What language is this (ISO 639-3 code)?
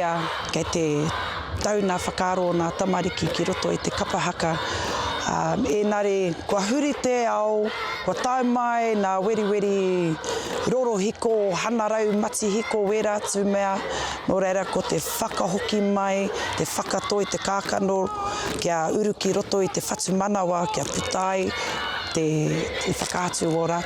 mri